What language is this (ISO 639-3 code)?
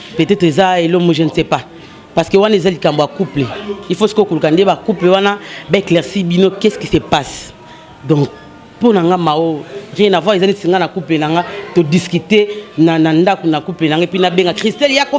lin